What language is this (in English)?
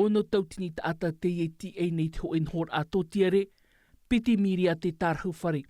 Tahitian